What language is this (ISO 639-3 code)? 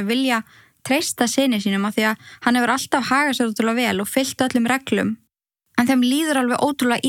isl